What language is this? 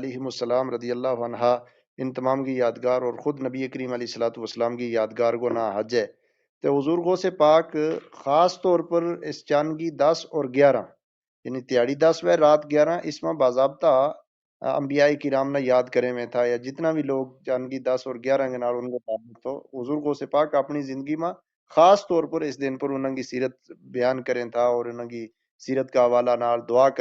Gujari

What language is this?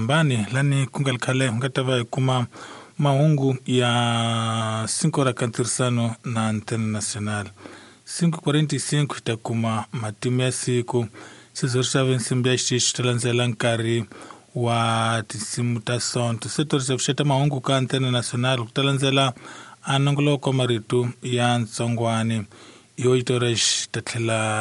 Tsonga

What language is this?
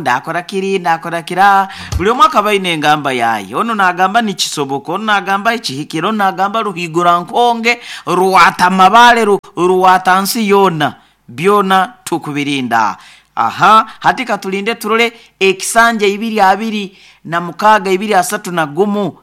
Nyoro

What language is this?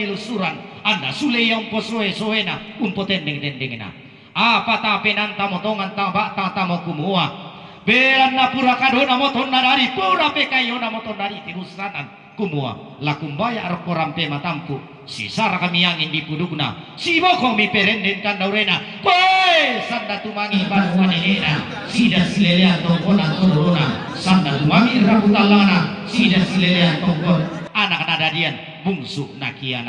Toraja-Sa'dan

